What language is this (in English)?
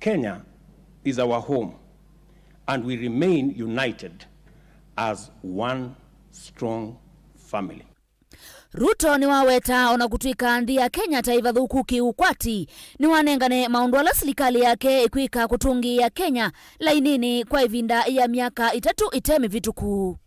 Kamba